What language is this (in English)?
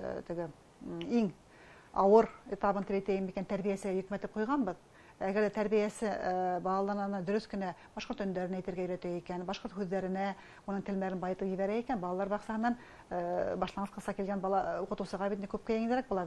Bashkir